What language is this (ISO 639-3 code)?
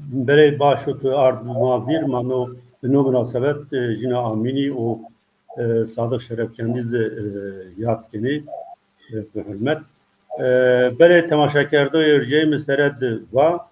zza